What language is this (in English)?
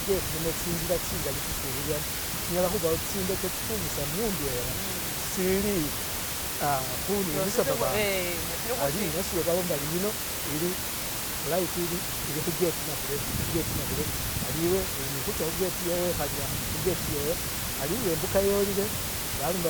Masaaba